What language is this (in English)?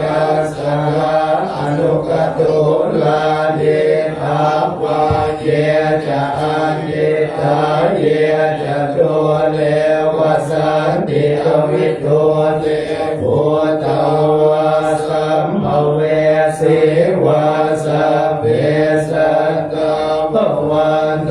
Pali